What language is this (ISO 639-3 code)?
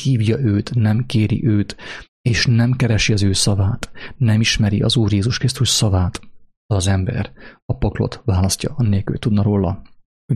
hun